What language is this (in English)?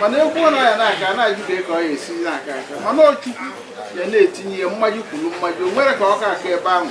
Igbo